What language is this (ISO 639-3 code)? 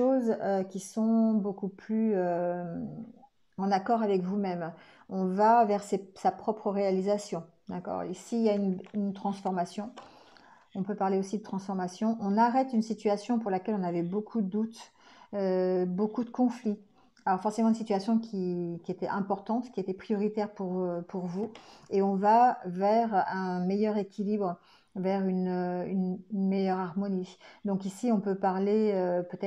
fra